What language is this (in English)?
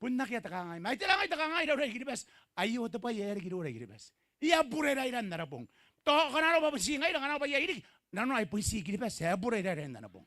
Gilbertese